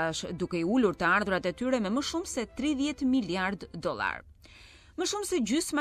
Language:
Albanian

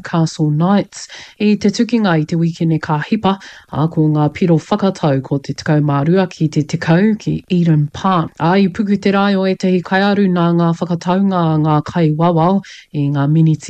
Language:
Māori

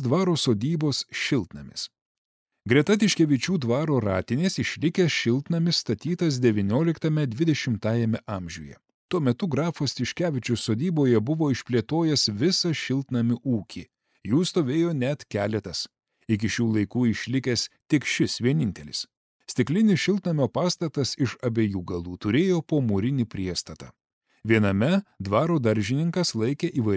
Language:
Lithuanian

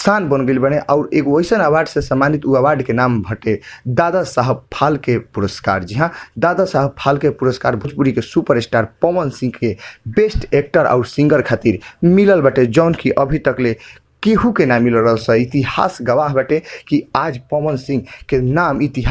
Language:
Bhojpuri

